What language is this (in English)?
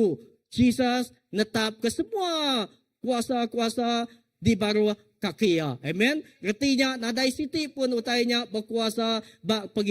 Iban